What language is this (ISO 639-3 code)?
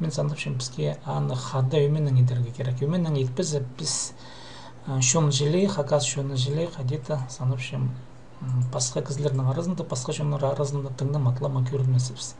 kjh